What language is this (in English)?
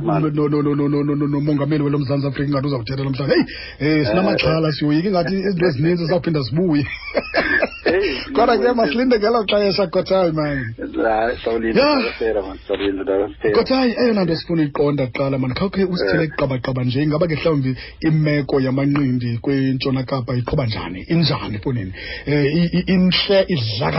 Xhosa